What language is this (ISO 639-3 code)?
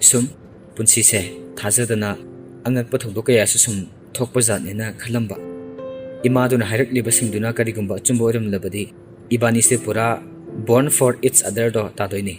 mni